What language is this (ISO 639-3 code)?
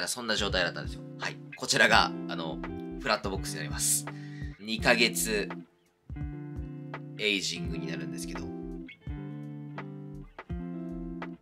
jpn